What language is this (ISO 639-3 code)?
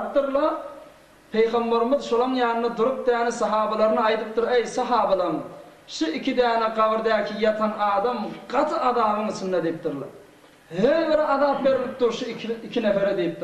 tuk